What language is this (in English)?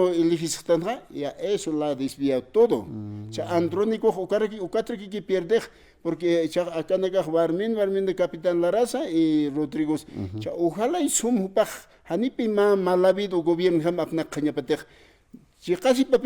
Aymara